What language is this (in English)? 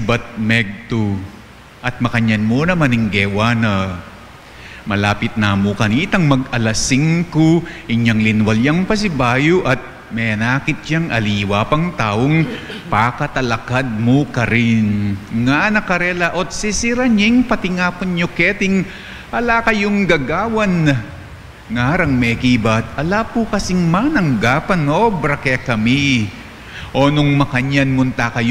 Pampanga